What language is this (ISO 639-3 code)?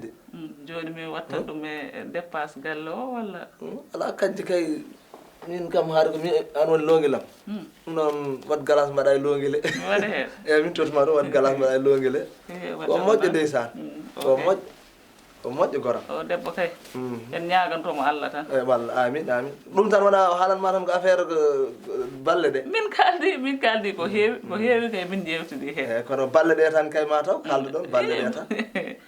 ful